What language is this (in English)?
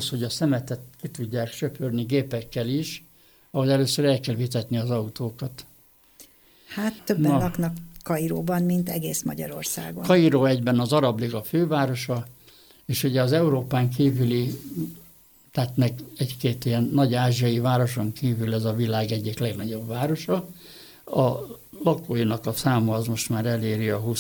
Hungarian